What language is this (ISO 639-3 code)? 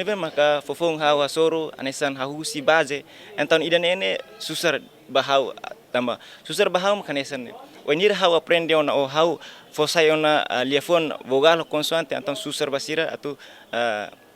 tet